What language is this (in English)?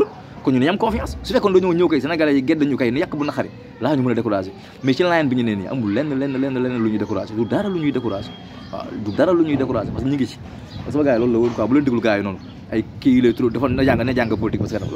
Wolof